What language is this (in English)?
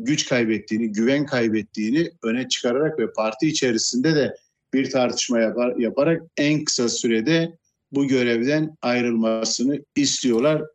Turkish